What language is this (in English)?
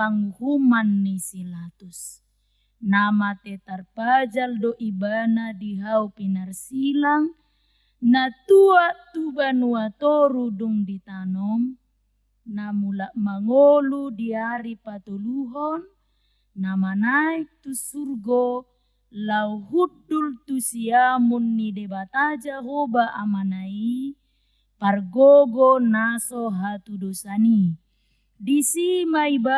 Batak Toba